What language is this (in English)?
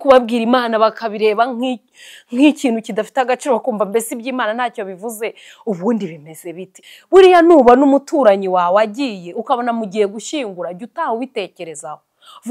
Kinyarwanda